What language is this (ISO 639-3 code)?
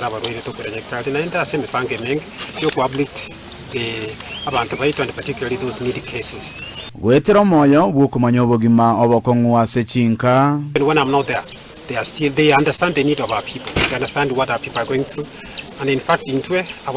guz